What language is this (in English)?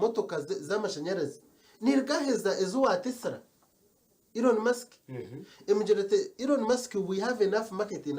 Nyankole